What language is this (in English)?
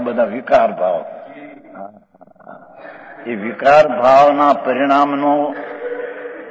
Gujarati